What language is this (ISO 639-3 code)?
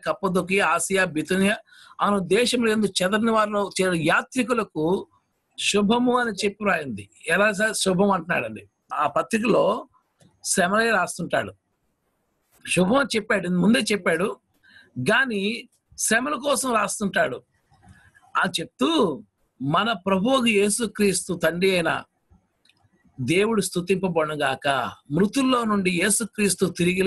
tel